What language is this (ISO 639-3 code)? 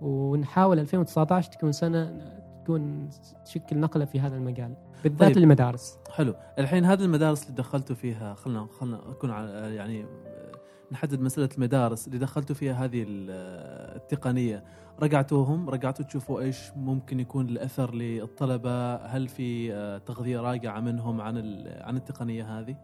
afb